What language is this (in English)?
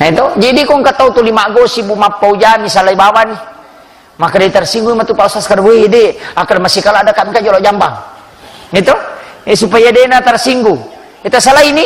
Buginese